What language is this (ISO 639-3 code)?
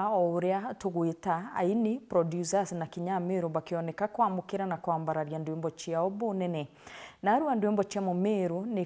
mer